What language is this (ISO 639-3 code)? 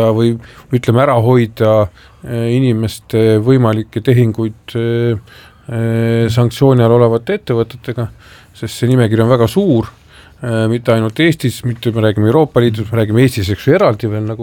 est